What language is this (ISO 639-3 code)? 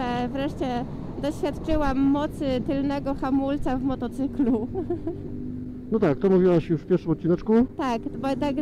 pol